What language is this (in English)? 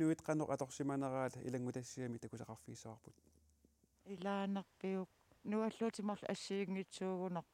Kalaallisut